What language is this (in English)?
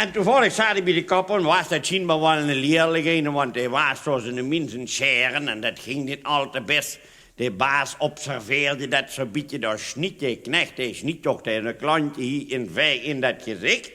Limburgish